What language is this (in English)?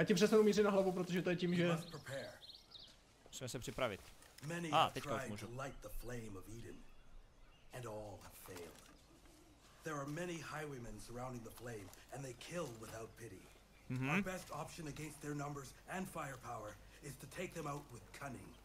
Czech